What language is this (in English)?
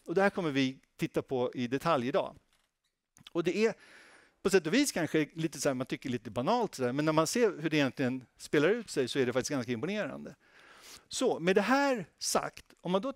Swedish